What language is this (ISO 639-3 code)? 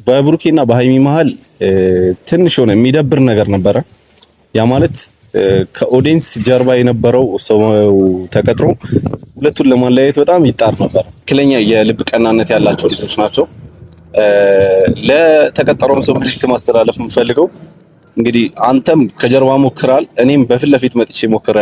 amh